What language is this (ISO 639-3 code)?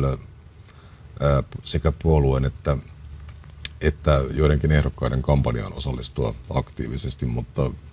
fin